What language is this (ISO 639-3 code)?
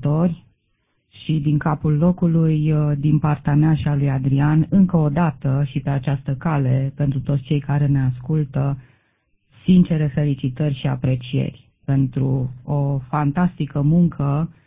ron